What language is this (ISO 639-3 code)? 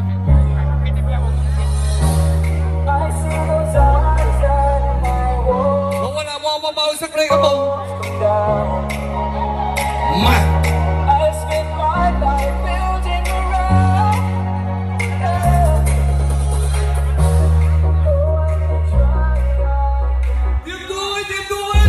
tha